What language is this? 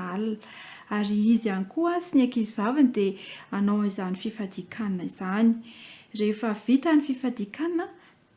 Malagasy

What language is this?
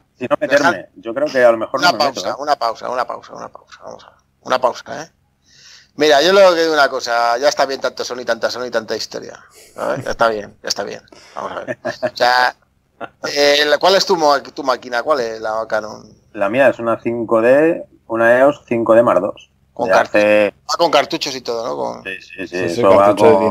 Spanish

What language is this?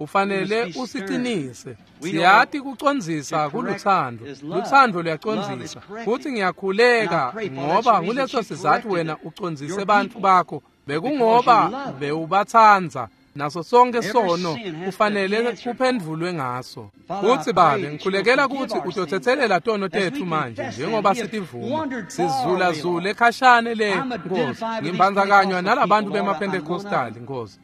Swati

